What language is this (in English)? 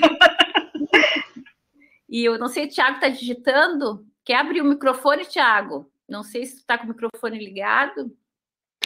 Portuguese